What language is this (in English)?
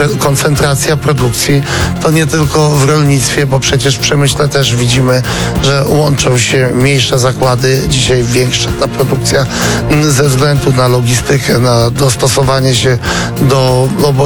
Polish